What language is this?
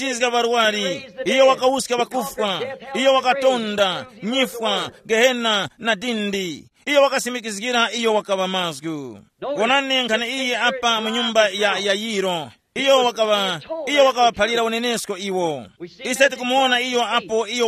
Tumbuka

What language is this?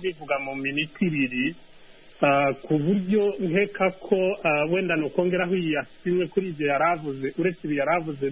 Kinyarwanda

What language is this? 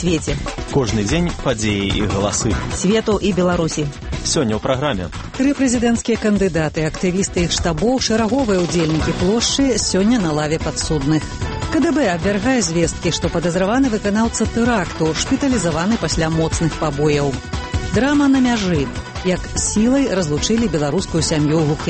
Belarusian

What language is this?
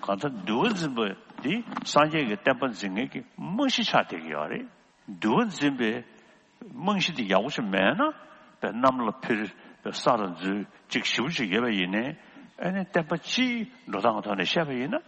Tibetan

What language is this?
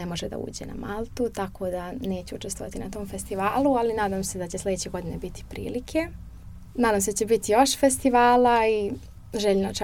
Croatian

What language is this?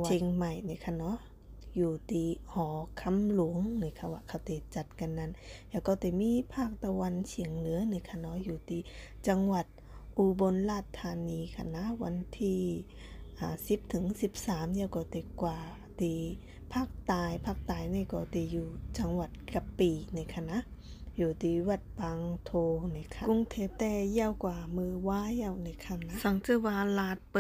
Shan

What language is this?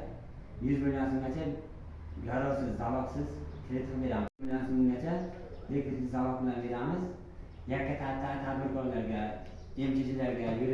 Uzbek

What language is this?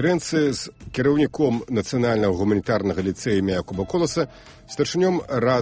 Belarusian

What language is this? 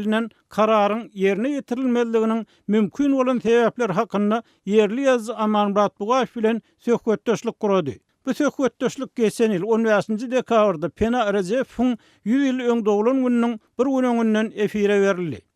Turkmen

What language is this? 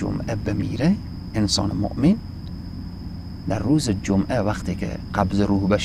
Persian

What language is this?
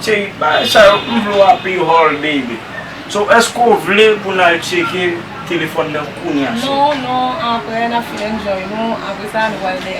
Haitian Creole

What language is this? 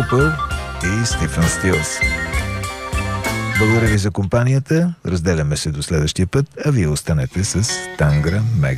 Bulgarian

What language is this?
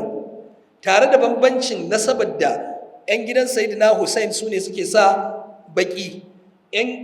Hausa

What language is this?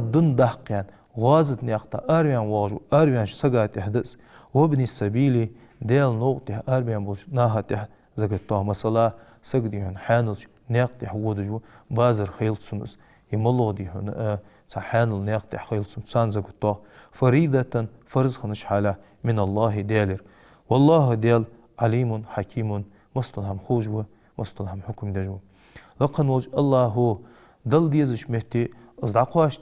Ingush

